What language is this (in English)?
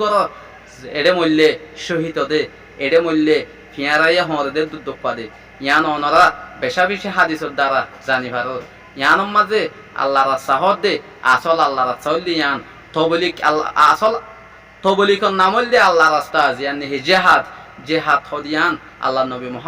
Rohingya